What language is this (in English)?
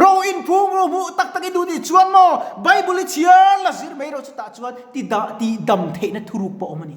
Mizo